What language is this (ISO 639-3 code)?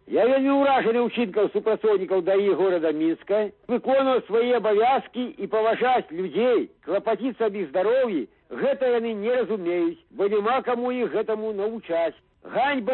bel